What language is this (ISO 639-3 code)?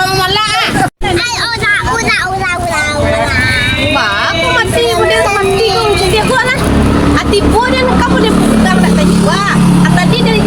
min